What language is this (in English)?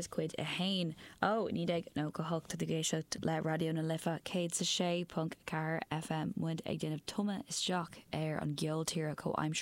Irish